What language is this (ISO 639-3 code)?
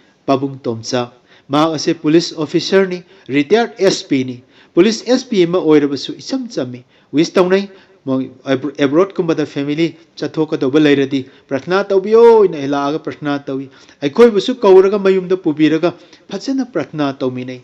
mni